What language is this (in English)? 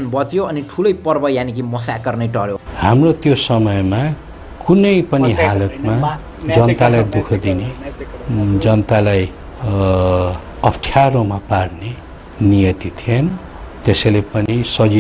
Nepali